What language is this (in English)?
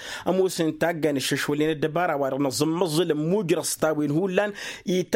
Tamasheq